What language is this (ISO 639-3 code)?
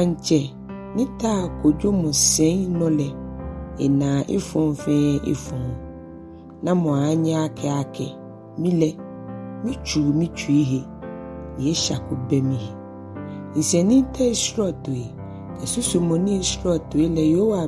gaa